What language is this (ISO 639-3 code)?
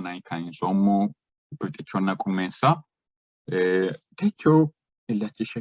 sid